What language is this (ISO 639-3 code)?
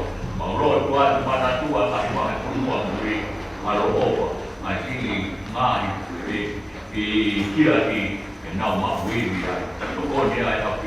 ton